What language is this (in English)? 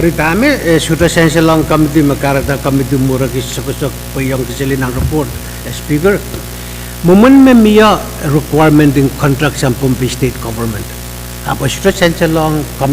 Pohnpeian